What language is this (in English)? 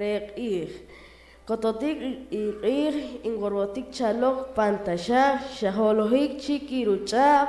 Poqomchi'